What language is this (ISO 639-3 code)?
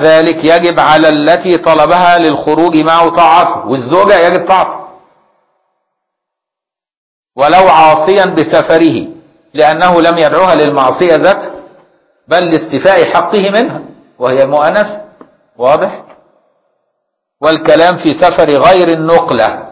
ara